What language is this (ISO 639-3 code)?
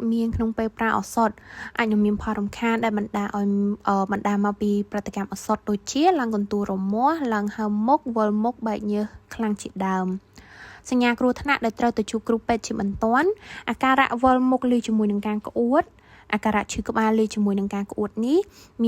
khm